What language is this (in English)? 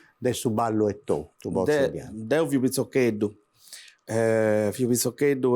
Sardinian